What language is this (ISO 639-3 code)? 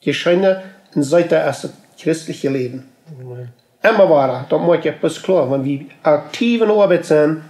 pdt